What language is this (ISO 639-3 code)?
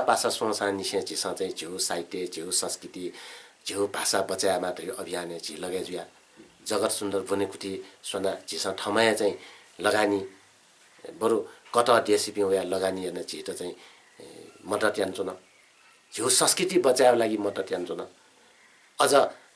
new